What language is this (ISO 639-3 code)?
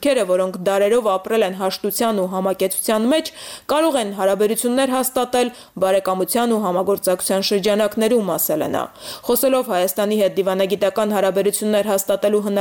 hye